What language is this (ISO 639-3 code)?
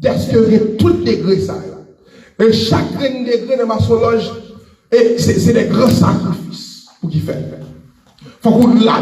hat